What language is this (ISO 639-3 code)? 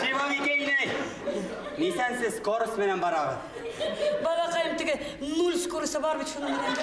bak